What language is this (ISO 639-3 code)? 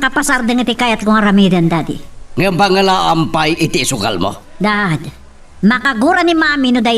ilo